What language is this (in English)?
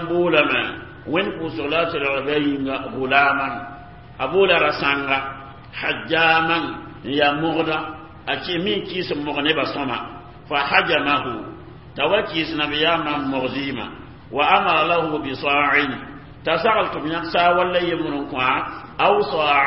Mossi